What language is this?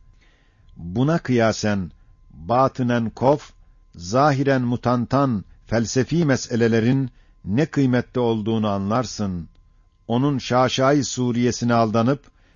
Ottoman Turkish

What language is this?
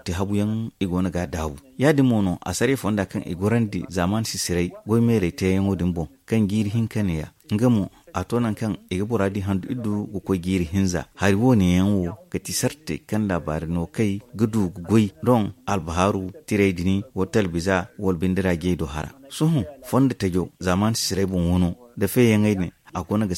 Zarma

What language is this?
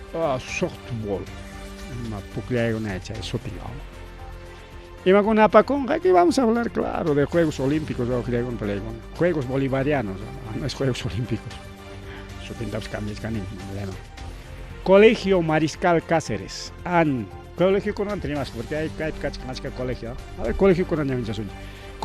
Ayacucho Quechua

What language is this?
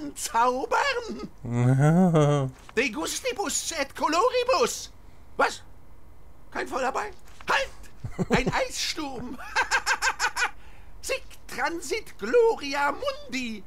Swiss German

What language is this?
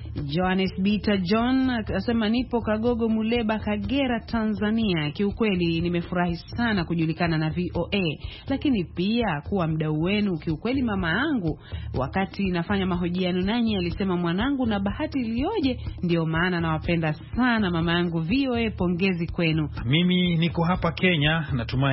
Swahili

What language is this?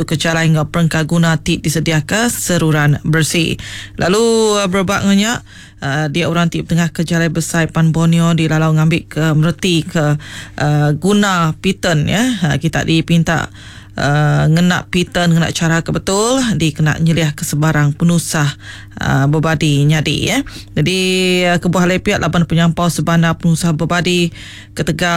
Iban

